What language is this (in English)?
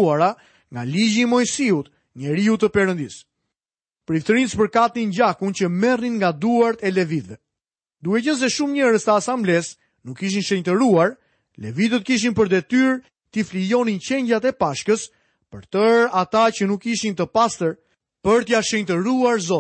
Albanian